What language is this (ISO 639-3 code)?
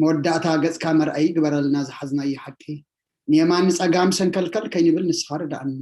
tir